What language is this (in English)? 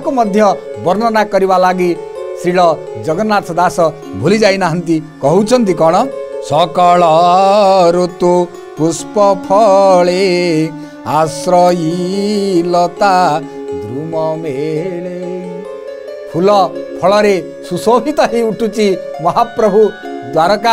Odia